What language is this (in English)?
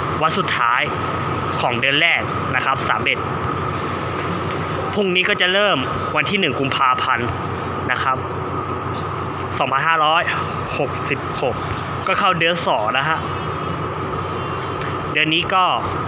Thai